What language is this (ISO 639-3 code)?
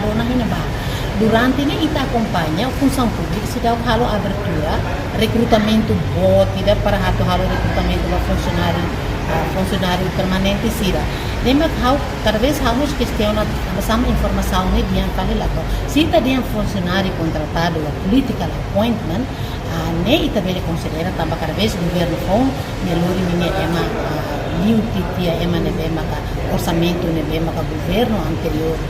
tet